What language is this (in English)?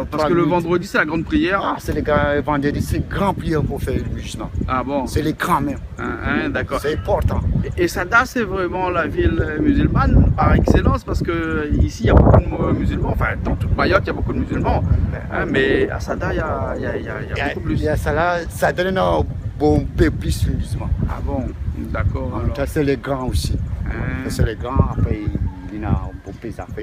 Réunion Creole French